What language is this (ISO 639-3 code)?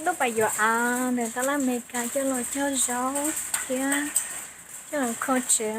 hmn